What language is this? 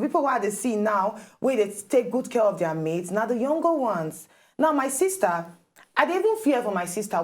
Nigerian Pidgin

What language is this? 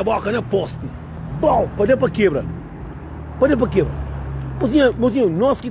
Kabuverdianu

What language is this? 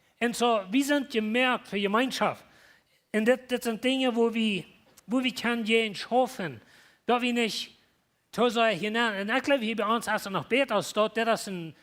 Plautdietsch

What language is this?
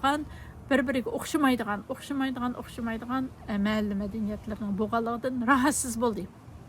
Uyghur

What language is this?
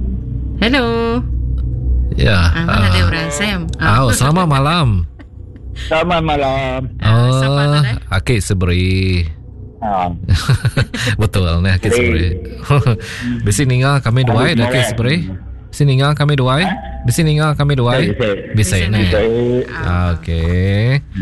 Iban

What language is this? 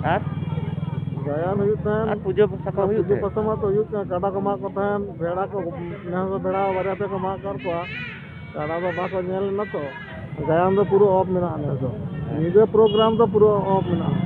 Santali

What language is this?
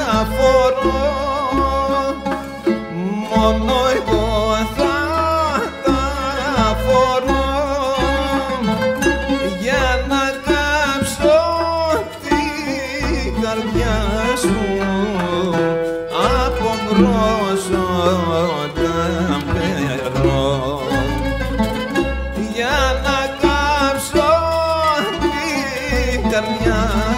Greek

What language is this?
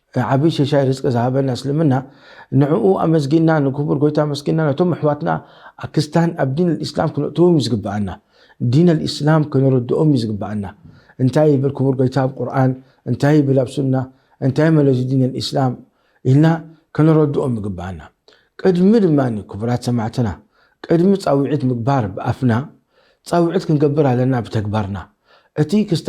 Tigrinya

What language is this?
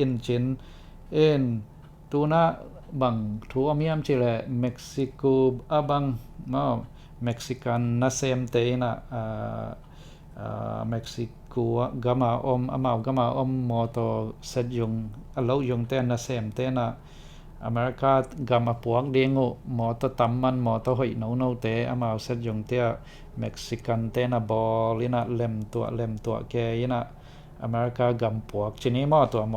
Tedim Chin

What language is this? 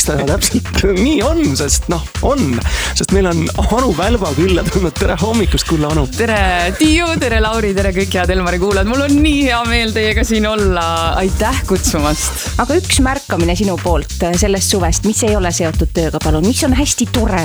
Estonian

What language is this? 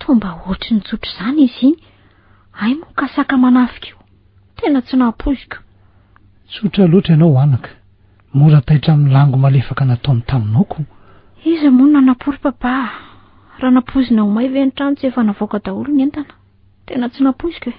Malagasy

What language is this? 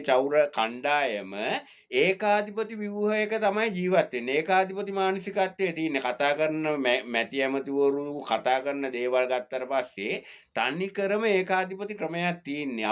Sinhala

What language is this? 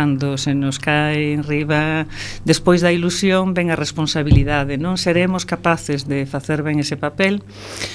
Galician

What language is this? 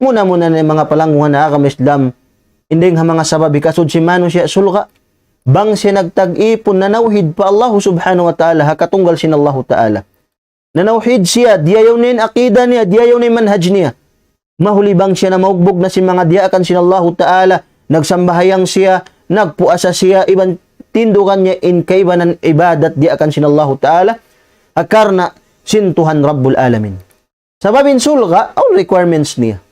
Tausug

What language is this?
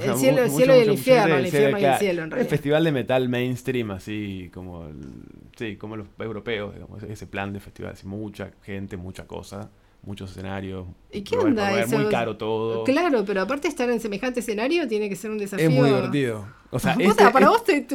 Spanish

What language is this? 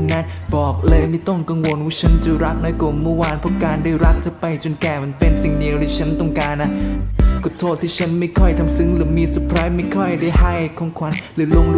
Thai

